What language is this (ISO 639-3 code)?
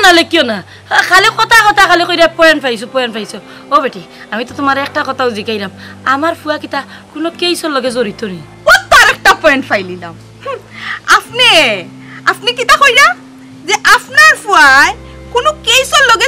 syl